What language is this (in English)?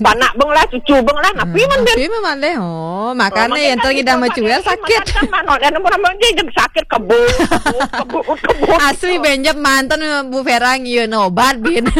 Balinese